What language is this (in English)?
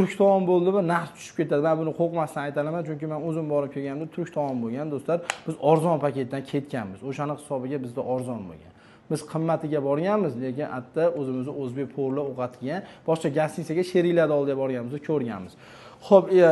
Uzbek